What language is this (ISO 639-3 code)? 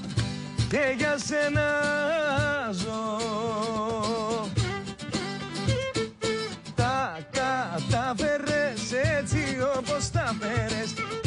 ell